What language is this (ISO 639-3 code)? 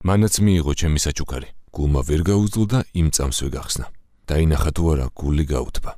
kat